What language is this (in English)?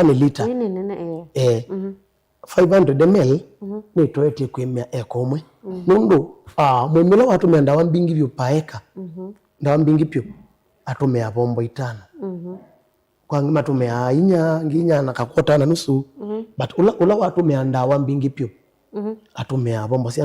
Kamba